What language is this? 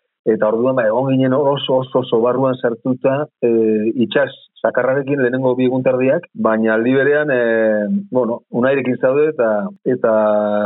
Basque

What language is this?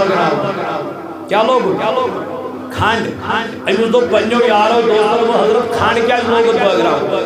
Kashmiri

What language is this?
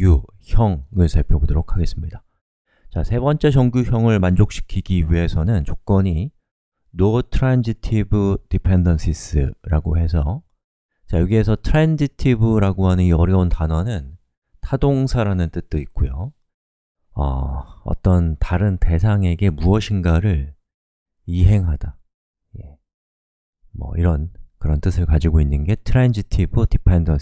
Korean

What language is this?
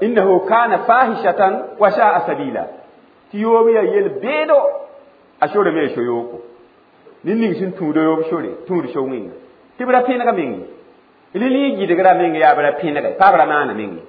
Mossi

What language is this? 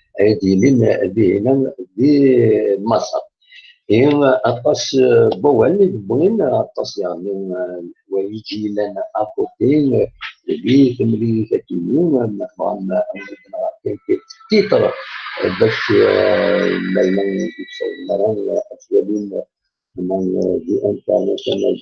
Kabyle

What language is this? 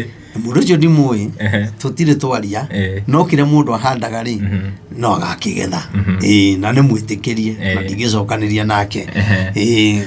Kikuyu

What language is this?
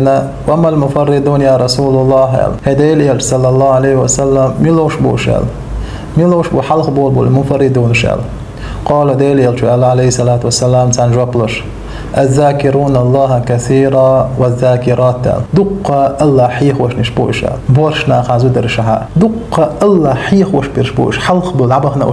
Chechen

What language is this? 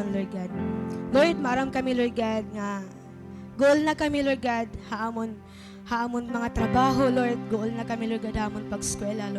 Waray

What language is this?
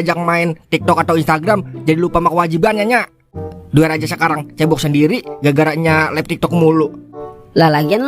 Betawi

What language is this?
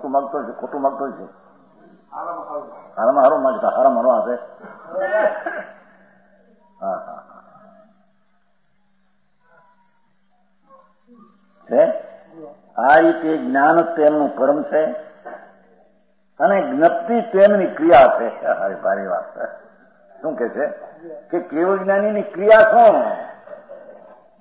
Gujarati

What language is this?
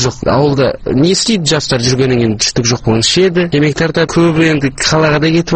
Kazakh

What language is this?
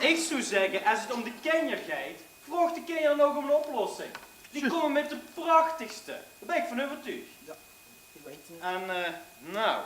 Limburgish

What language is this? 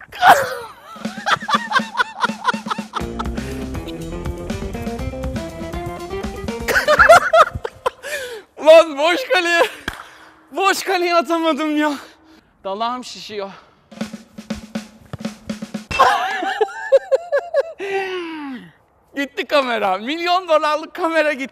Turkish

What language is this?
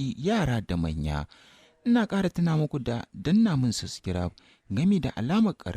Hausa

